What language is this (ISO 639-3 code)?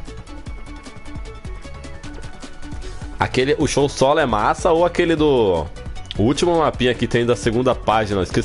por